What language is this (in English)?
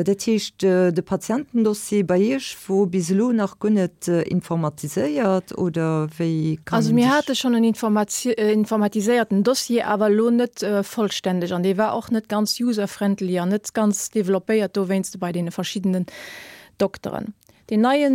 Luxembourgish